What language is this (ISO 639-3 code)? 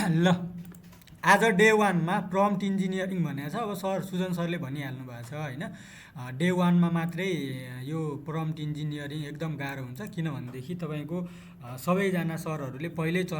nep